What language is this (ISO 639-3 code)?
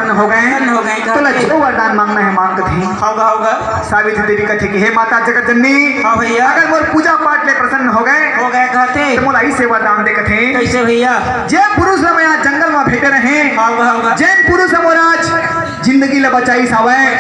hne